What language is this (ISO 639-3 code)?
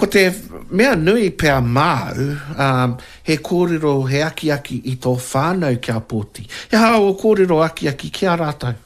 mri